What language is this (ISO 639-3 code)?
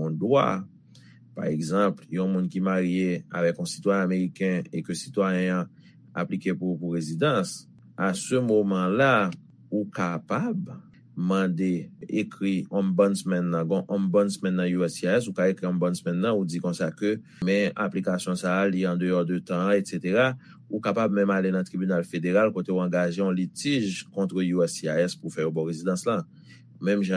hat